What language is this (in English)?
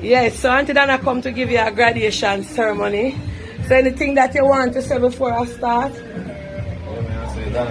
Jamaican Creole English